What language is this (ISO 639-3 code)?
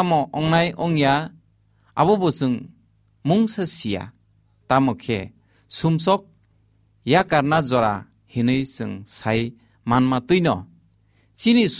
trp